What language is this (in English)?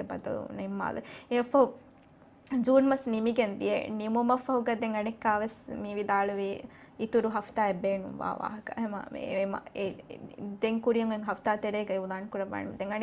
Divehi